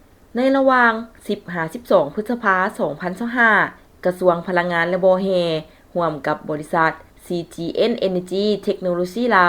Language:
Lao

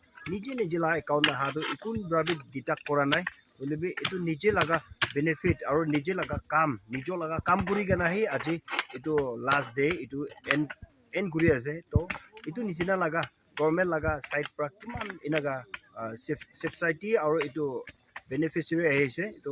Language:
Naga Pidgin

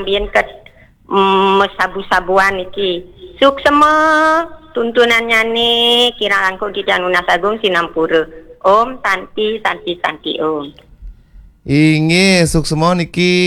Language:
Balinese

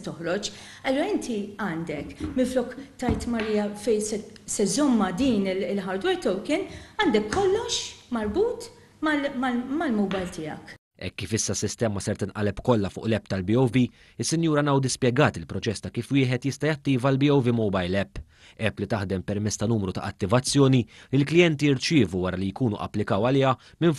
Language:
Maltese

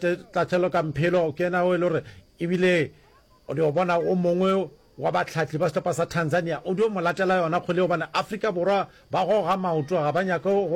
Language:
Northern Sotho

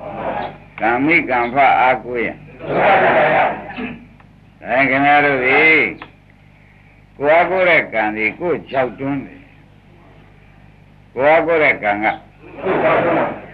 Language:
Burmese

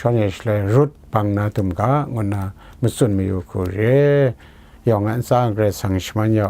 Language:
Kachin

